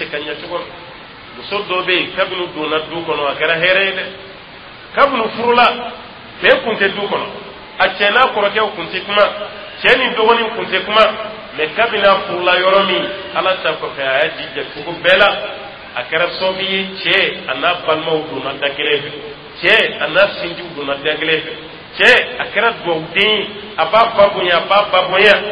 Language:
Dyula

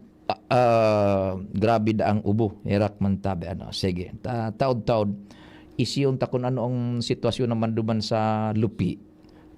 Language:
Bikol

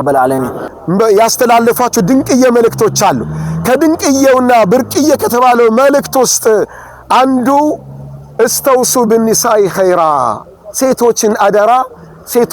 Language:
Amharic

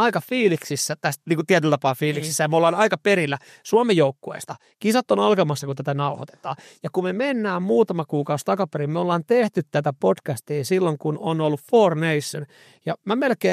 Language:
Finnish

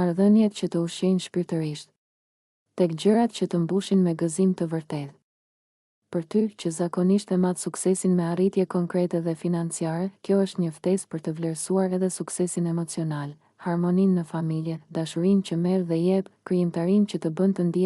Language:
Albanian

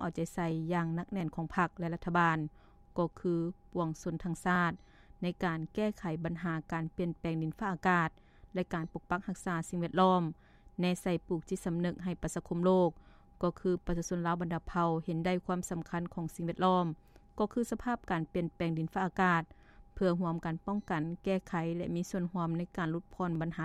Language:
Lao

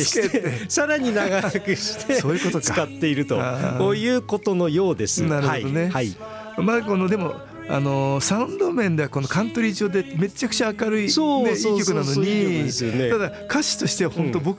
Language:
Japanese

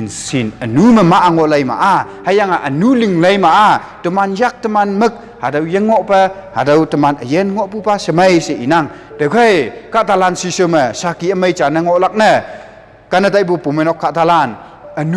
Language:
Konyak Naga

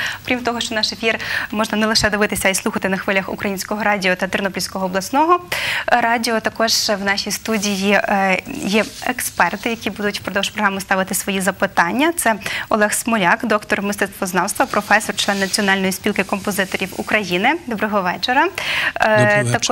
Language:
Ukrainian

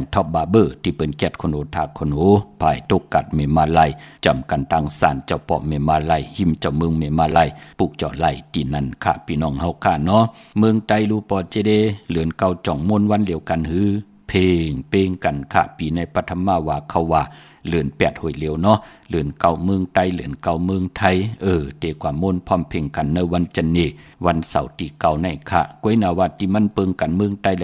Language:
Shan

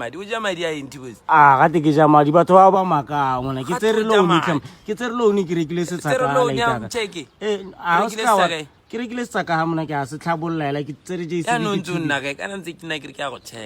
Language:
Tswana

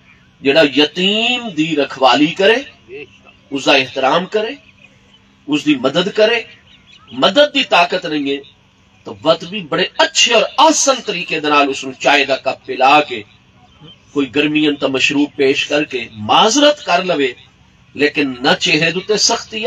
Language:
Saraiki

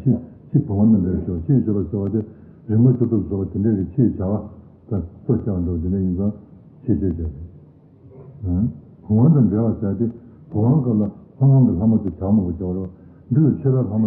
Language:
Tibetan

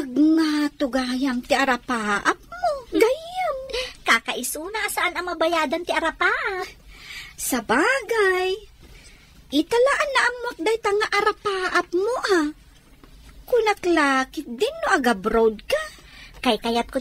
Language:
Iloko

